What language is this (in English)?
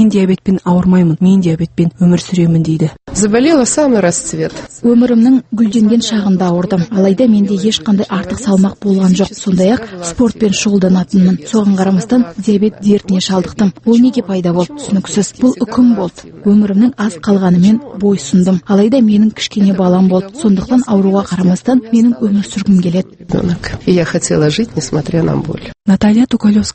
Kazakh